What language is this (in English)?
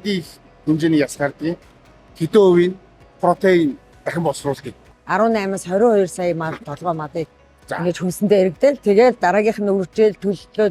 Mongolian